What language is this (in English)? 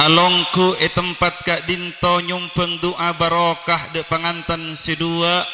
Madurese